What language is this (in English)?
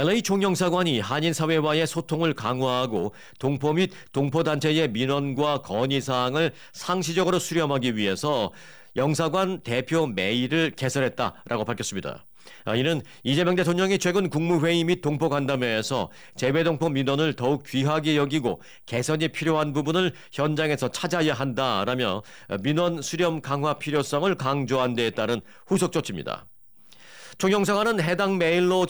Korean